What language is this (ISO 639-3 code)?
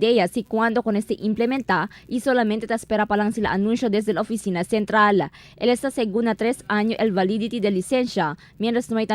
cbk